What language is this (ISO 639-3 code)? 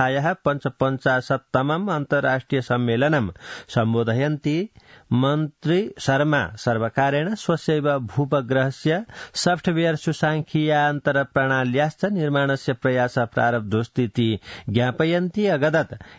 san